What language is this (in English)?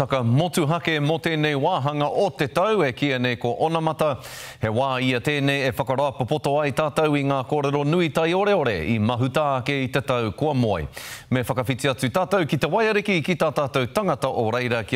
Māori